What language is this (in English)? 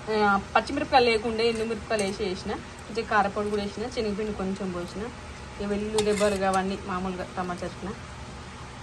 Telugu